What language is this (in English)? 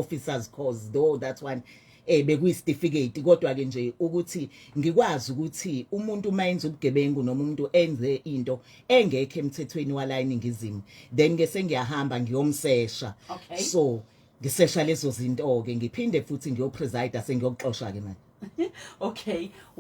Zulu